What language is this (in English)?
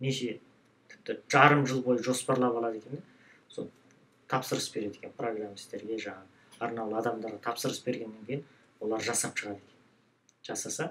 Kazakh